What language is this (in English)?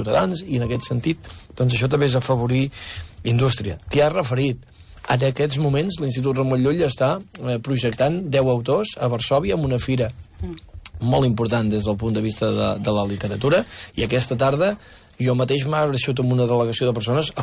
Catalan